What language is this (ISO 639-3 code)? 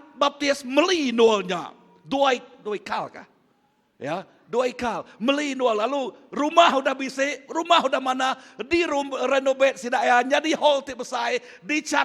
iba